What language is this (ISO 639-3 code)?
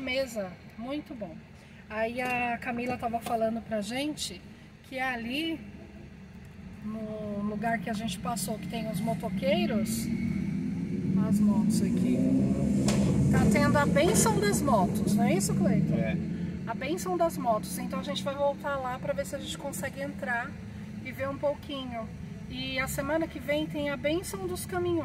por